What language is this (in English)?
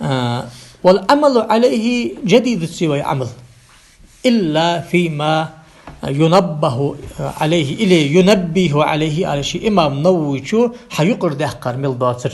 Ingush